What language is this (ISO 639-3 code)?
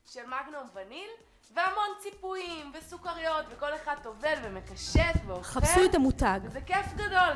heb